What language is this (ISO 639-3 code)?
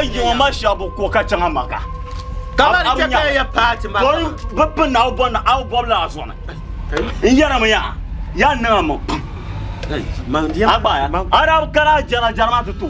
dag